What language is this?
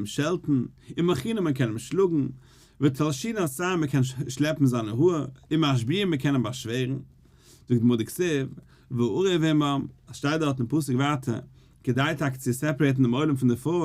Yiddish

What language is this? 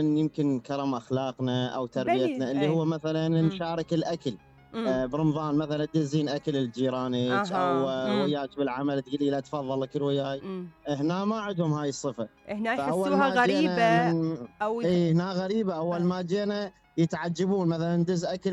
Mesopotamian Arabic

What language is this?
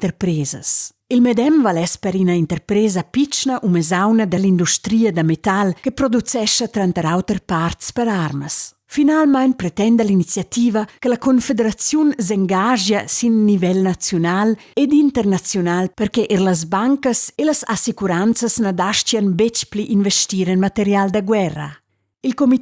Romansh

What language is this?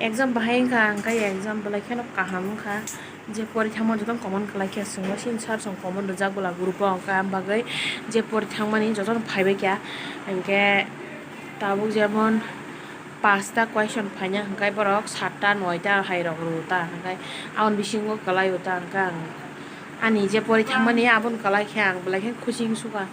Kok Borok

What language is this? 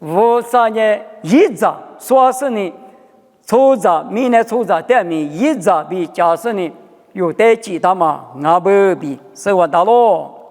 Lisu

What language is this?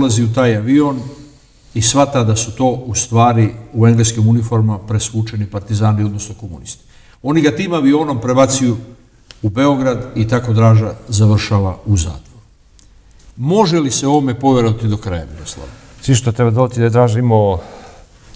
Serbian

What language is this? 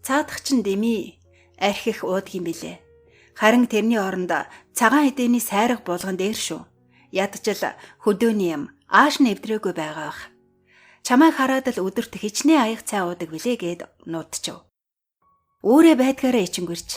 Mongolian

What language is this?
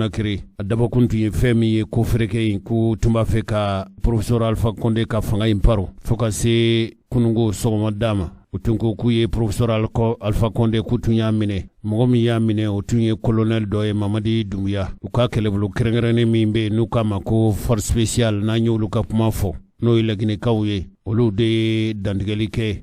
Bambara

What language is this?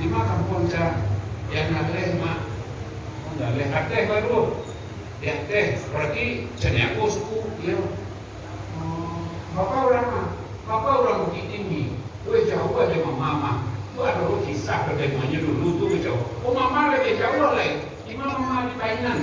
Minangkabau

